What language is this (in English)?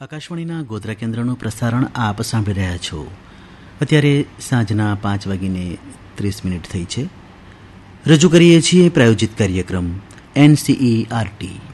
Gujarati